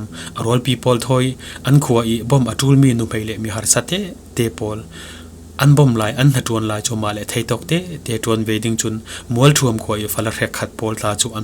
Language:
Falam Chin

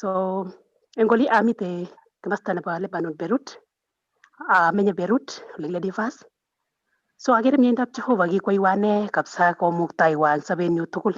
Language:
Kalenjin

